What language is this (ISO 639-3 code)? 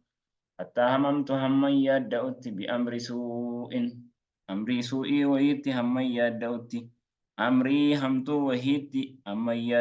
orm